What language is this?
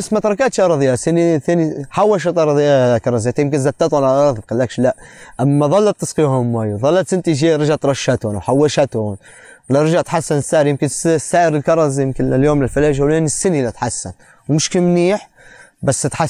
North Levantine Arabic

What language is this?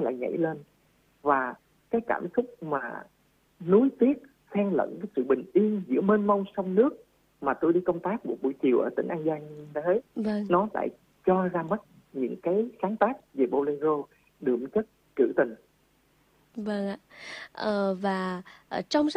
Vietnamese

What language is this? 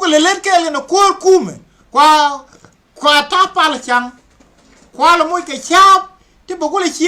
Nuer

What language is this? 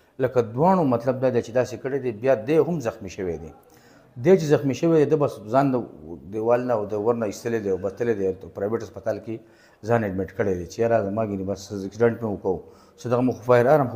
Pashto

